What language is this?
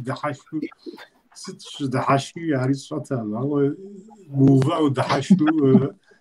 Kabardian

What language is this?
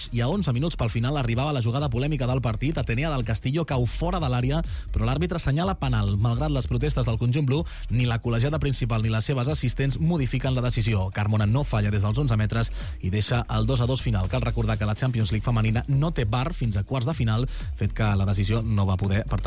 Catalan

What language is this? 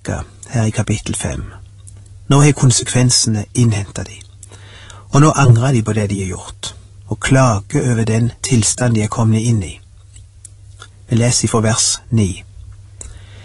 Norwegian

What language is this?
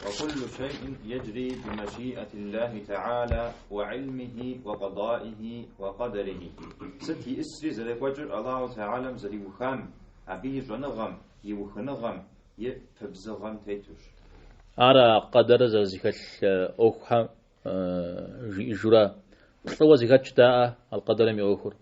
Kabardian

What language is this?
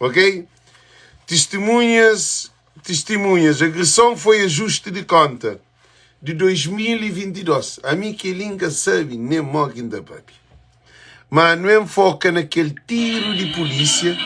Kabuverdianu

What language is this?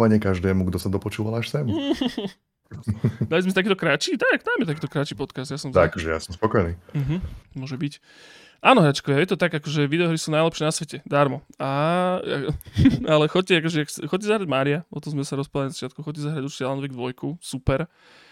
Slovak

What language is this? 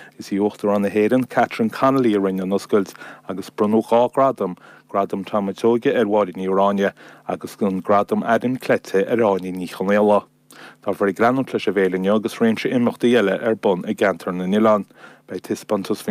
Irish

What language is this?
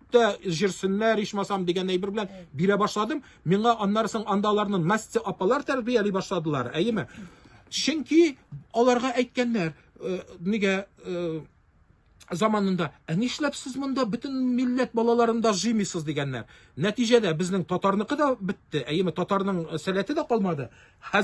Tatar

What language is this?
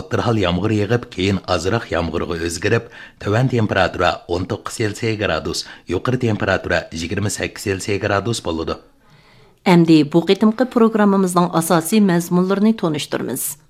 Uyghur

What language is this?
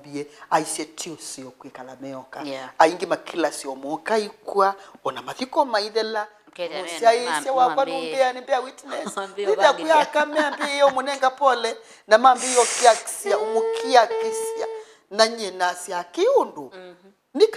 Kamba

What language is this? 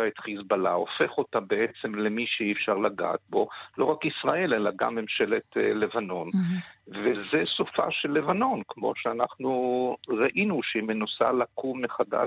Hebrew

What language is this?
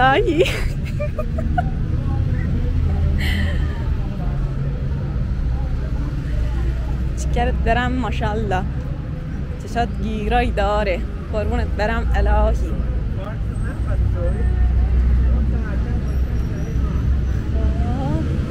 Persian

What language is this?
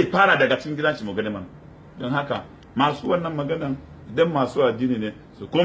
Hausa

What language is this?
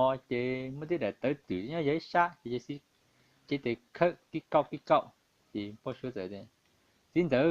Hmong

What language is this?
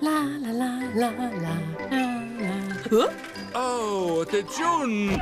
Romansh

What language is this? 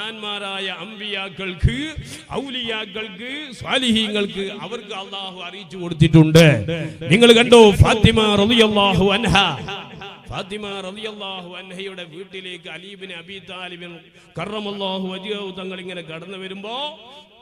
Malayalam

